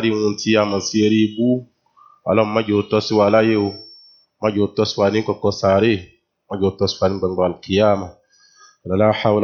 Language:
Yoruba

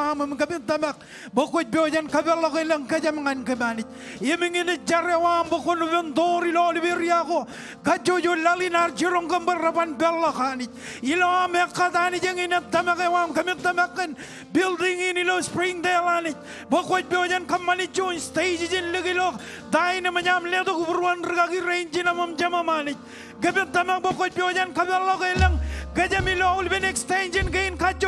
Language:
Marshallese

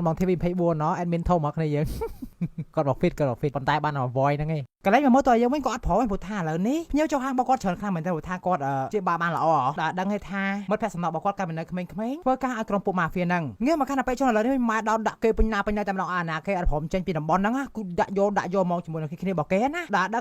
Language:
Khmer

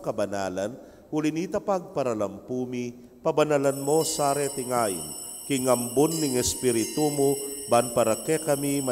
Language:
Pampanga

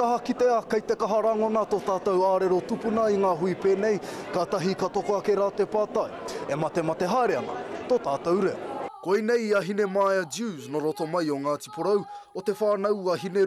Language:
Māori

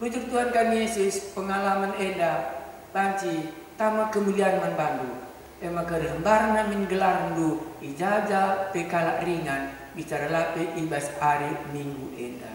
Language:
Batak Karo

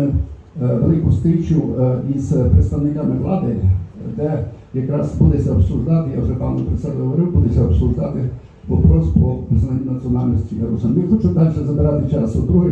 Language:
Rusyn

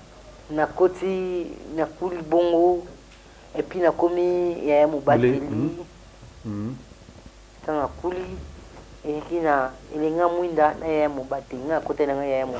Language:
Lingala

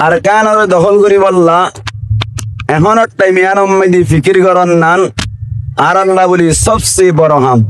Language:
Rohingya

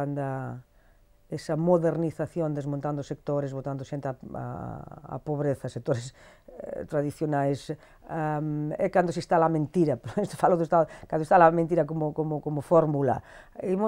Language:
Galician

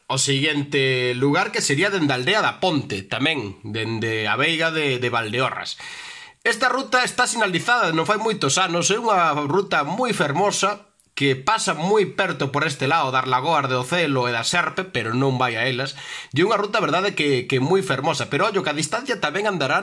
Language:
Galician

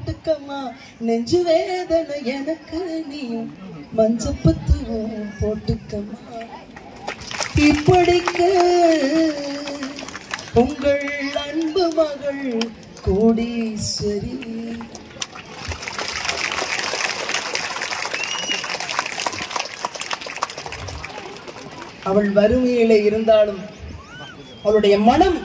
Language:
Tamil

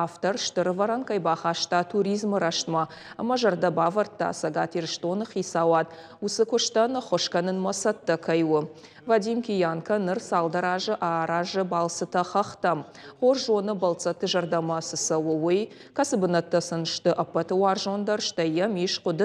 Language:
Ossetic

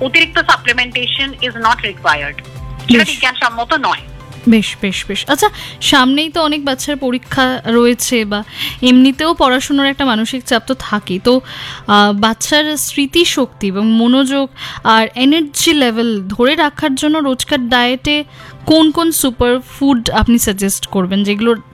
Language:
Bangla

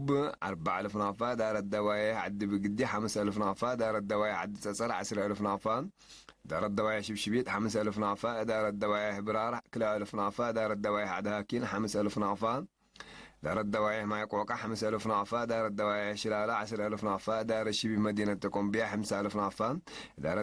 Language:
Tigre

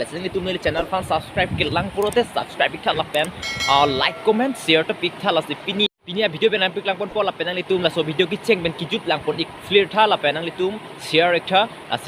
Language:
Karbi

